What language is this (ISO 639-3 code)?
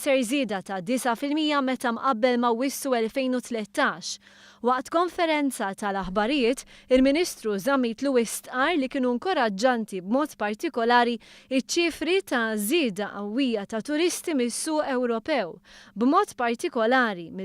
mlt